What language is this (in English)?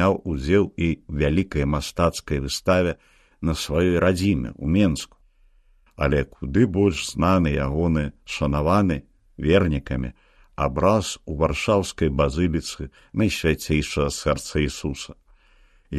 Belarusian